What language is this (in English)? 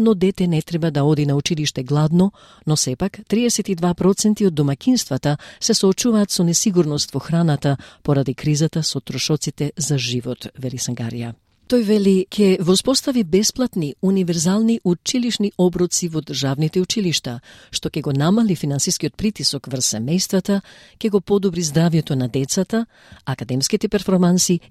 Macedonian